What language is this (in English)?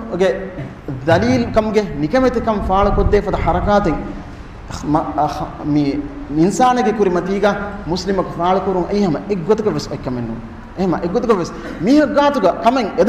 Divehi